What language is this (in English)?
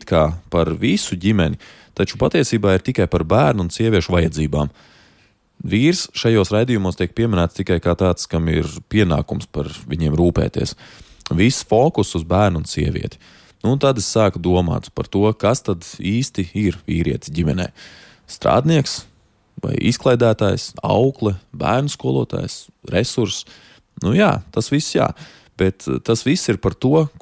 Latvian